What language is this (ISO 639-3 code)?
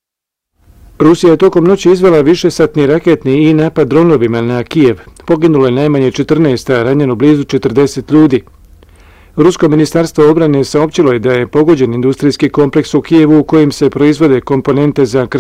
bos